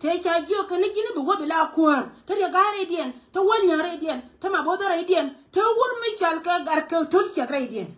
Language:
Nuer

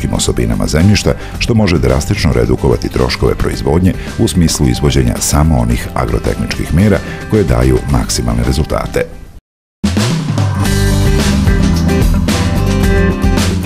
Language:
Serbian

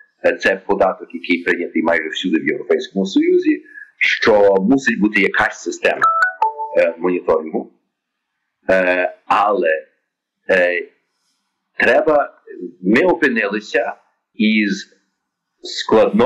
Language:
Ukrainian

